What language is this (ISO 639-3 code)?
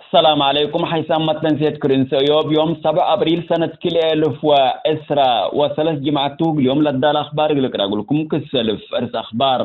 tig